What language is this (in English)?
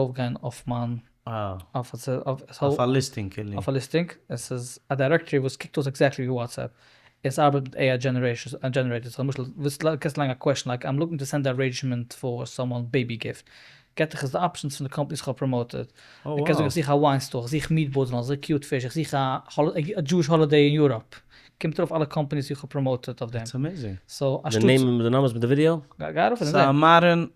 Yiddish